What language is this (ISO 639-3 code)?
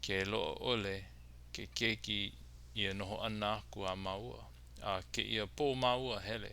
haw